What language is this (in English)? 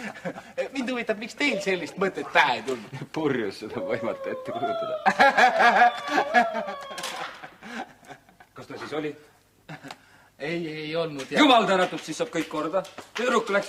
Estonian